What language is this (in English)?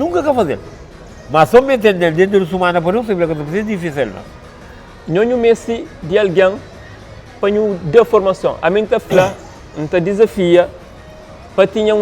Kabuverdianu